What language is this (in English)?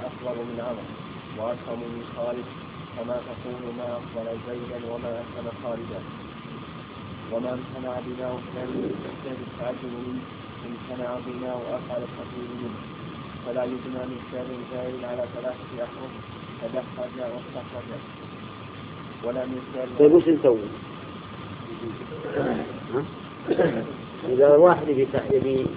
Arabic